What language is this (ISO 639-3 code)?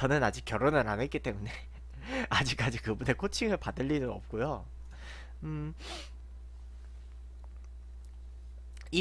kor